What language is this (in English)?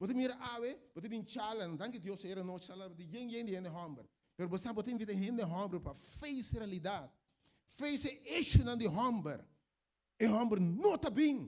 Papiamento